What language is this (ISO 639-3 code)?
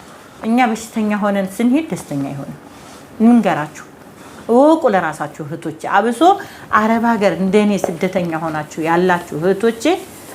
amh